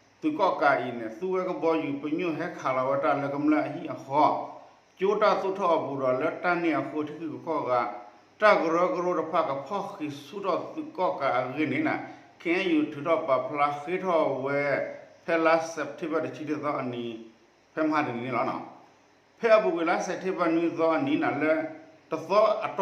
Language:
S'gaw Karen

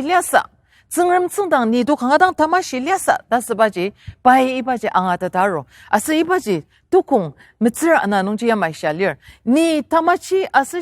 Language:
Ao Naga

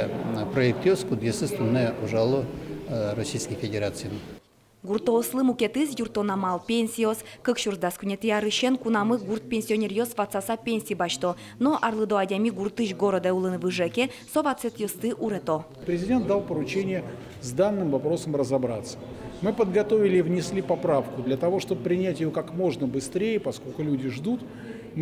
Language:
Udmurt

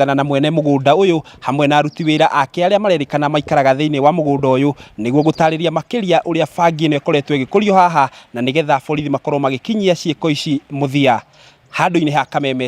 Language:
Kikuyu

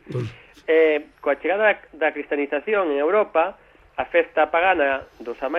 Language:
Galician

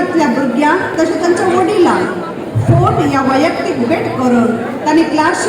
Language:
Konkani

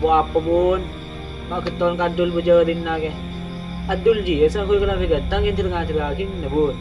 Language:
Madurese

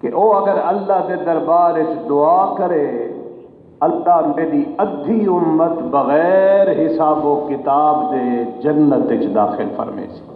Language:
Saraiki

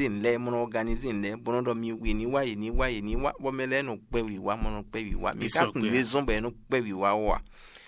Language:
Fon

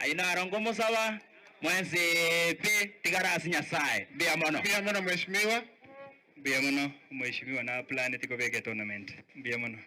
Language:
Gusii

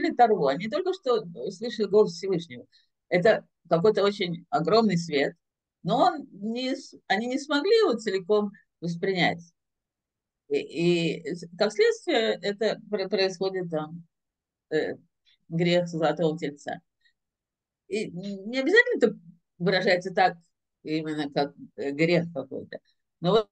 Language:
Russian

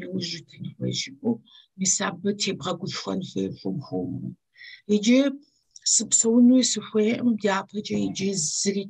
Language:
Kabardian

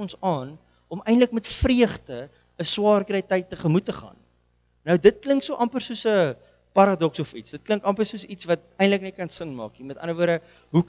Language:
Afrikaans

